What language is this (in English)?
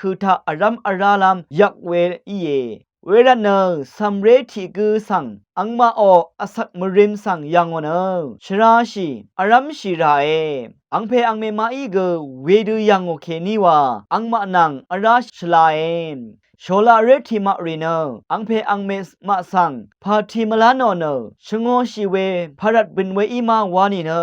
Rawang